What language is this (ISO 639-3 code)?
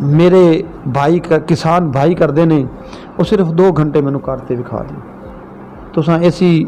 skr